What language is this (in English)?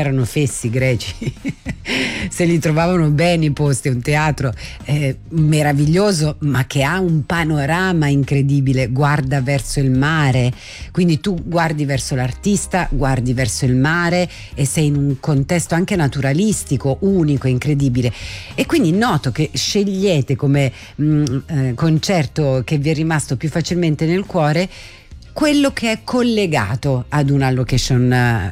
Italian